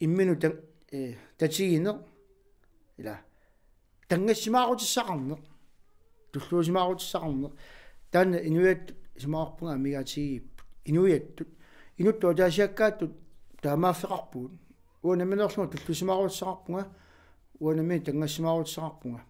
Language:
Kalaallisut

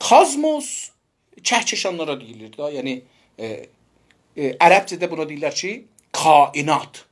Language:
South Azerbaijani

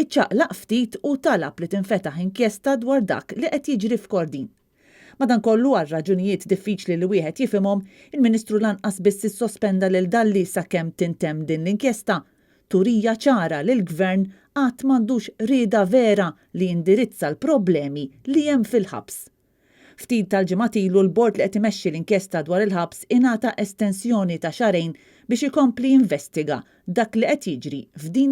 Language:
Maltese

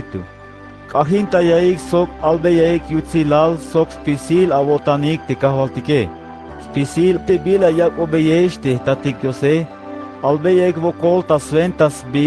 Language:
Tzeltal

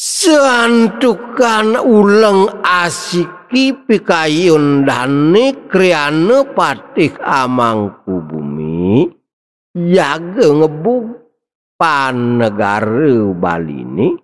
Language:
Balinese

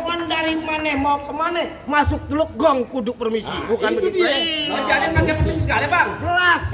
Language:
Betawi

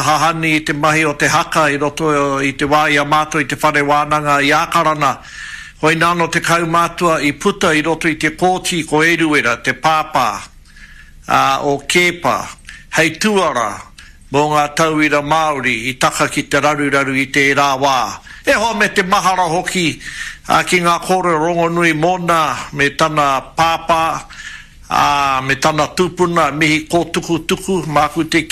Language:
Māori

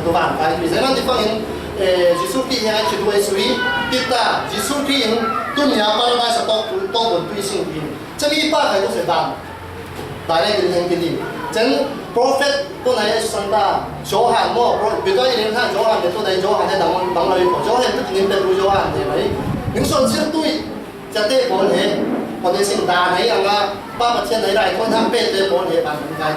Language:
Falam Chin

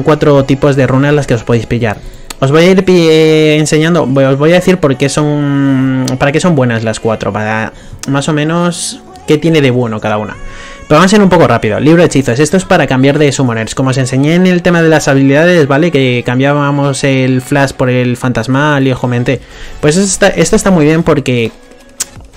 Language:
Spanish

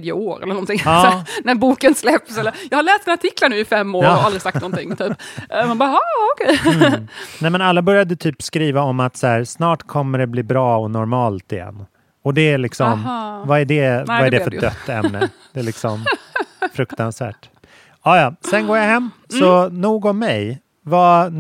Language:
Swedish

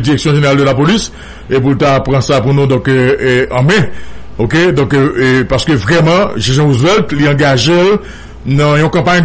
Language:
Haitian Creole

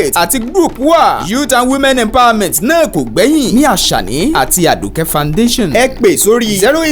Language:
Yoruba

